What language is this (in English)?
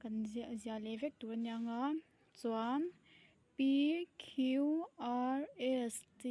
Mizo